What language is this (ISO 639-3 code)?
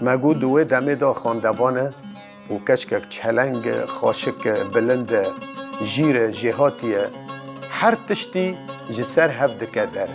kur